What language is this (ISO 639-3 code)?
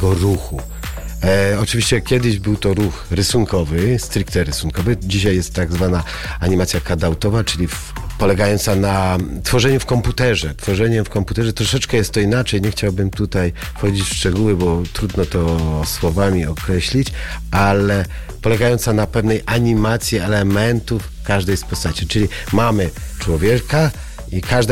pol